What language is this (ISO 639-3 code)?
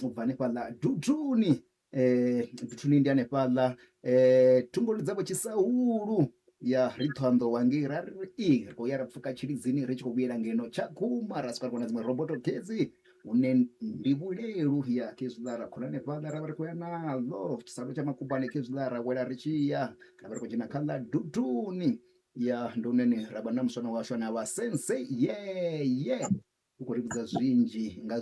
ven